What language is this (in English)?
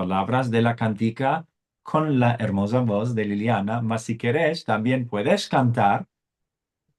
Ladino